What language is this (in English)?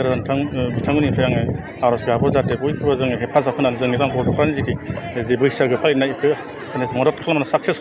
Bodo